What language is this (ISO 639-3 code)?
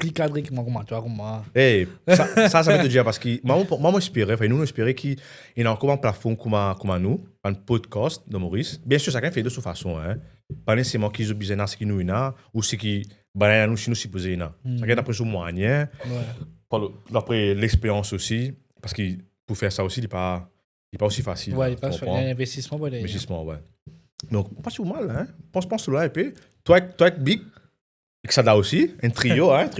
mfe